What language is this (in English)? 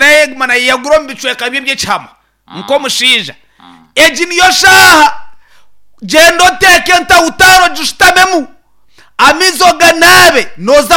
Nyankole